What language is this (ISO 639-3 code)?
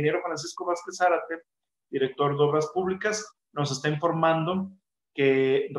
spa